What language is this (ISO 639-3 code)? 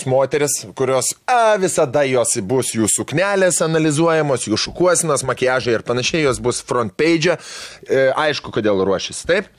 lit